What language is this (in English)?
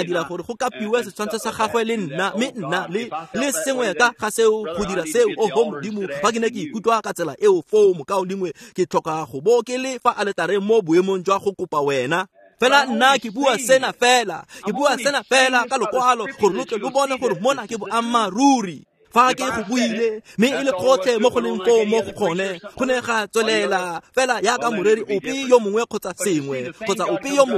Tswana